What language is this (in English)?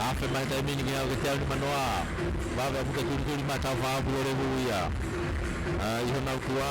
Tongan